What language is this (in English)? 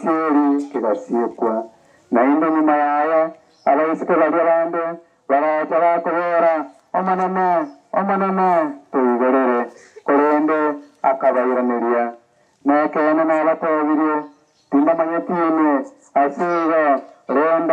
Gusii